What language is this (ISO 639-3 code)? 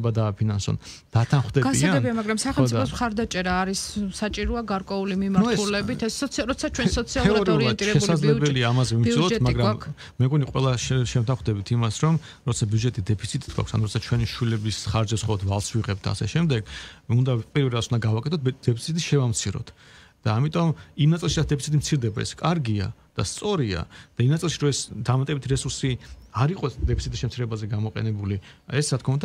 kat